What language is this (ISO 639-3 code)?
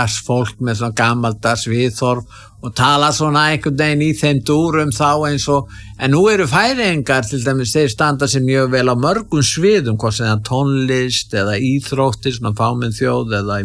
isl